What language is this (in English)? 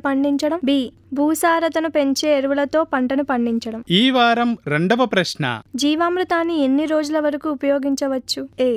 Telugu